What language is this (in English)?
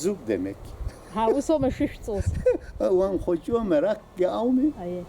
Abkhazian